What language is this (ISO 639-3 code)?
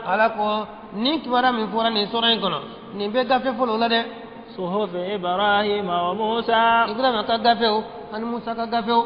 bam